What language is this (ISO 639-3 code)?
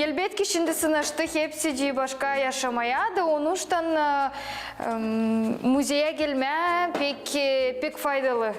gag